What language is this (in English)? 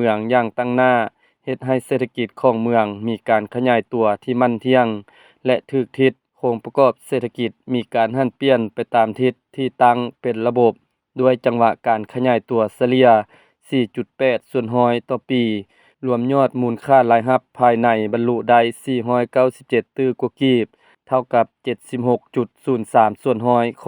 Lao